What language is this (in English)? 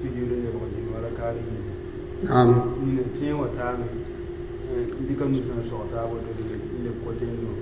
Mossi